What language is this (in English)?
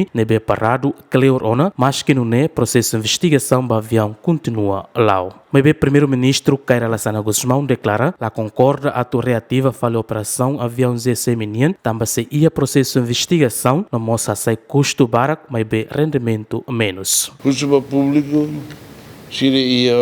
Tetum